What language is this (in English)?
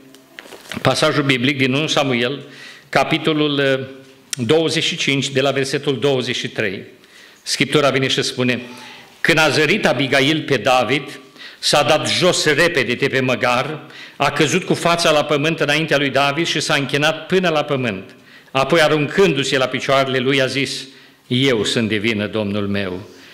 Romanian